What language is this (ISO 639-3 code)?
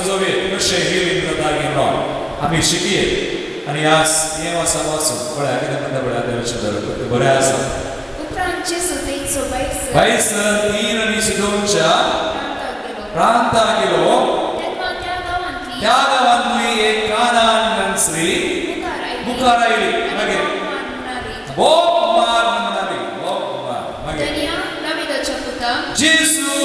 kok